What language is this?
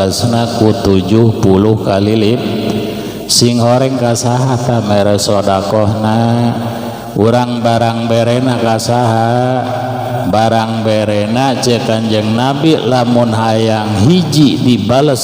Sundanese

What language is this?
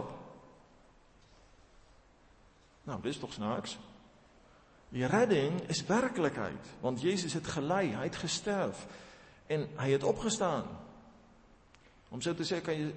Afrikaans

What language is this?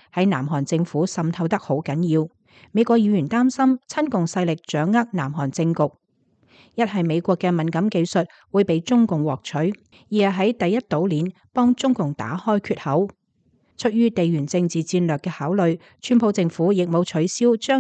Cantonese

